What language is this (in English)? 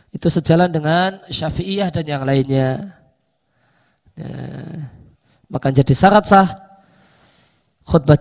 Indonesian